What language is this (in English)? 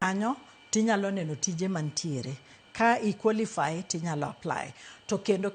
Luo (Kenya and Tanzania)